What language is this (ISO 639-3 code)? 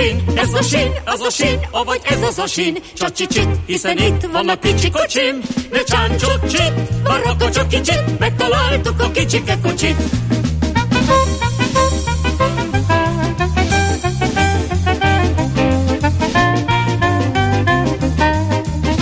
hun